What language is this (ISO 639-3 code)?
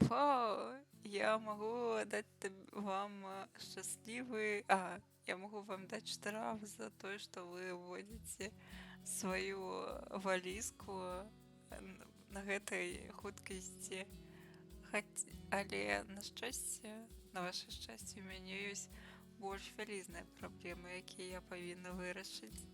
bel